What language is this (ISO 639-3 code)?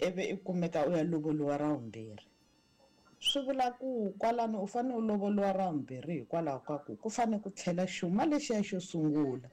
tso